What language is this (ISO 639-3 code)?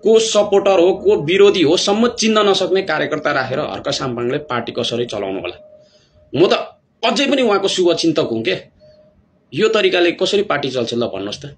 nep